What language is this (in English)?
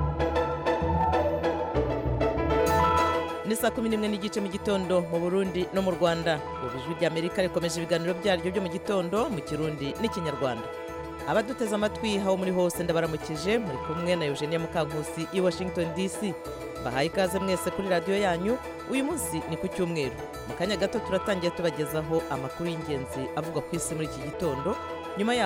Kinyarwanda